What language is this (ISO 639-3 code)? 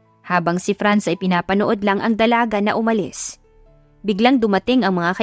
fil